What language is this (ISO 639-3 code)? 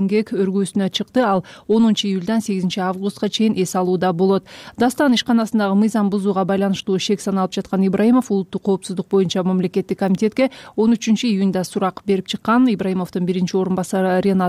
kir